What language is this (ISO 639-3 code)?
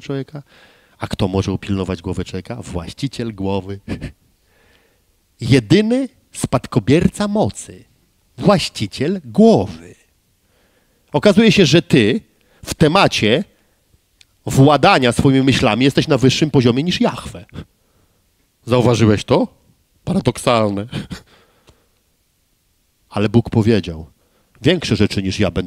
pol